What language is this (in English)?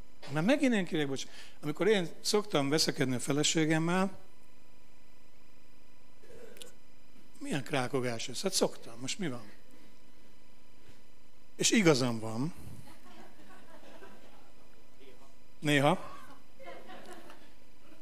Hungarian